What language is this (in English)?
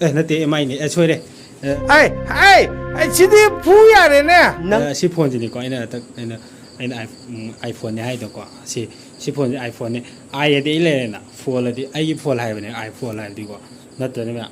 Manipuri